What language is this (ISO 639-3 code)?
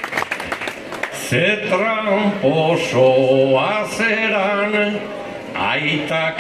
eus